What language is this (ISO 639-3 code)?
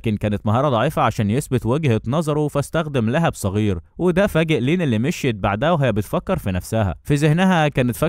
arz